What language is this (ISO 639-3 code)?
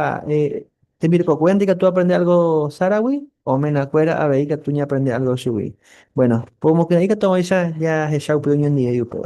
grn